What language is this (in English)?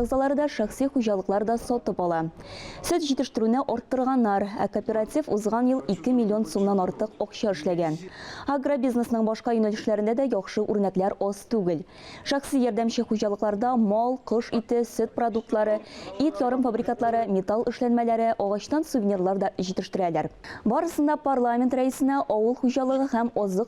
Tatar